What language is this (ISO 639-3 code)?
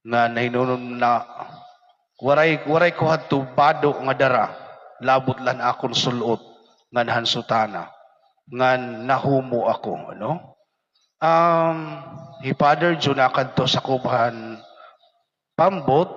war